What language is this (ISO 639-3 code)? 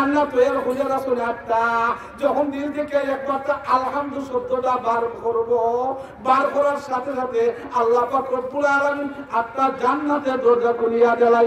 syl